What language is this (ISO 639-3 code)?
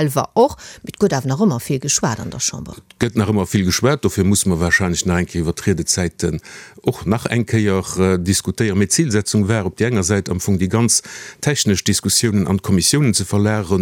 ltz